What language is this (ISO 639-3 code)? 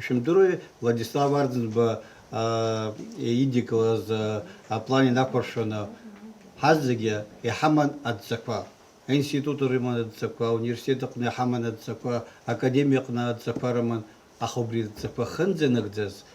abk